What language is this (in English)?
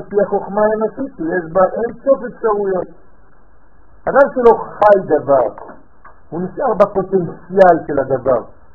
Hebrew